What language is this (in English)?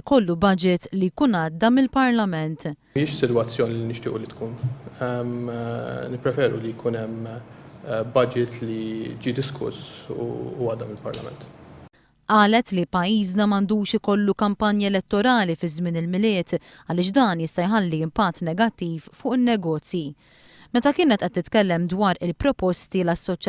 Maltese